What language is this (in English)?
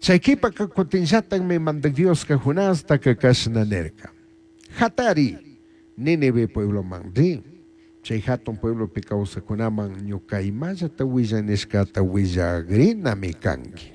Chimborazo Highland Quichua